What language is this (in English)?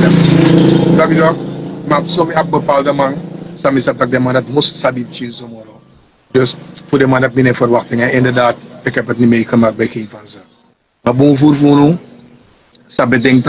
Sranan Tongo